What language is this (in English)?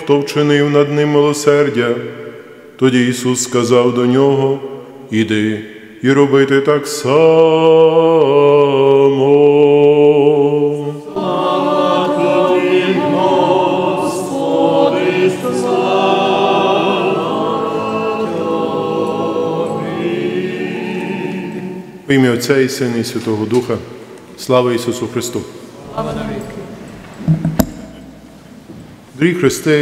Ukrainian